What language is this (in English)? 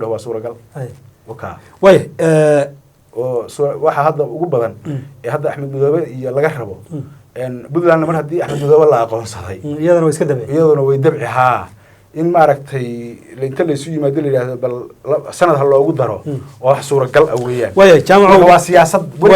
Somali